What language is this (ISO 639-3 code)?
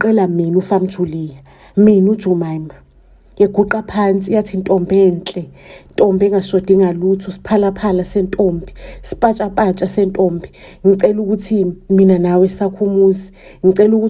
zul